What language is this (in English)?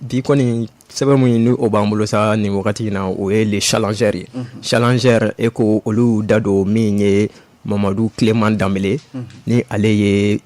Bambara